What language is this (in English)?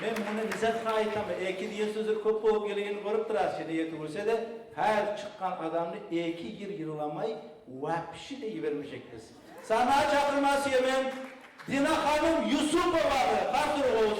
Kumyk